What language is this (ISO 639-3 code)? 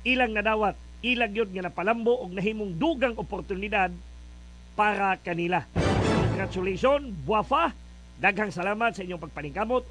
ceb